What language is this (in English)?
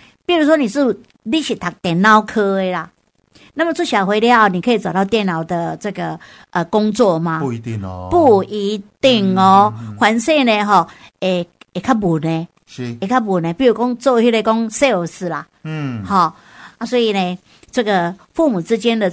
Min Nan Chinese